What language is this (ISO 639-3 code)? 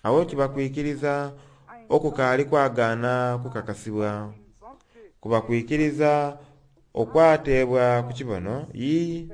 xog